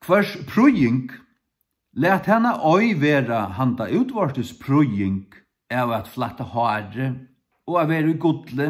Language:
Faroese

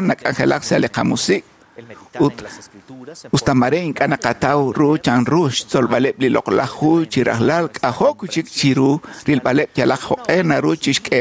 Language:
Kekchí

